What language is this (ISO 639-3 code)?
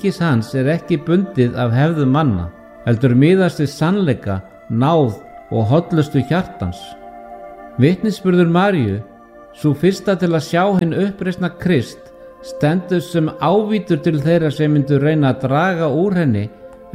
isl